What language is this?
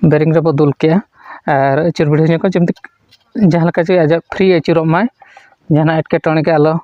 Santali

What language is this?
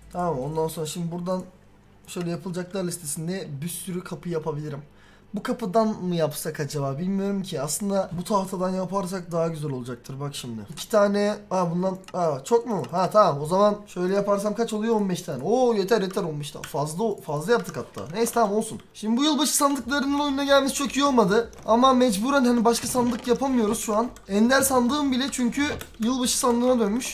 Turkish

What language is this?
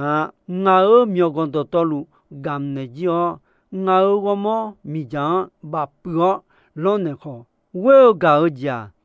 Akha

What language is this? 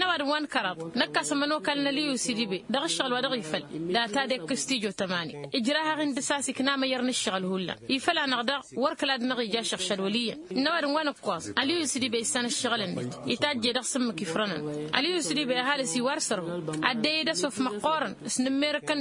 Tamasheq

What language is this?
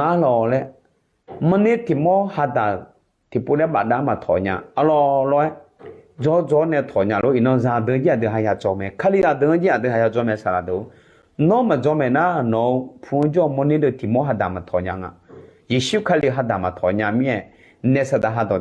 Akha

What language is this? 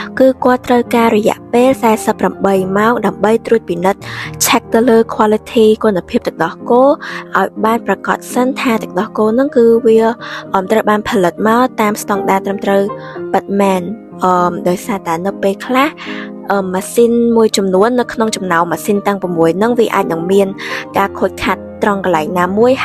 Khmer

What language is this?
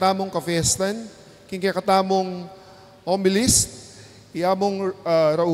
Pampanga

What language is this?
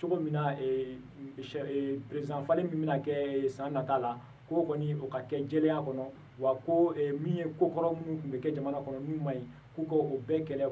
Bambara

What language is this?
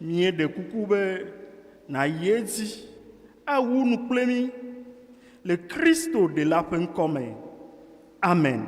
Ewe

